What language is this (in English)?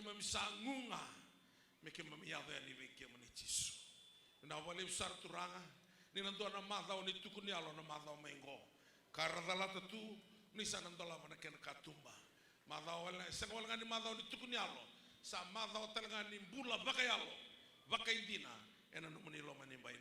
Fijian